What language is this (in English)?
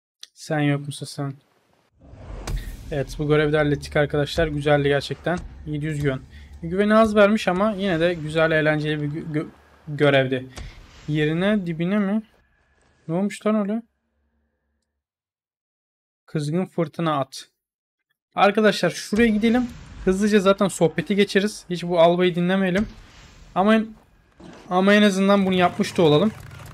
Turkish